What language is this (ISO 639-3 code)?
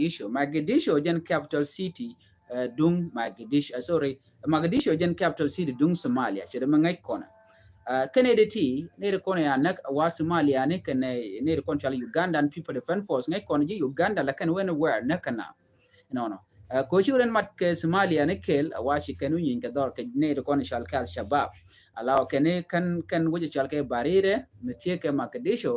nus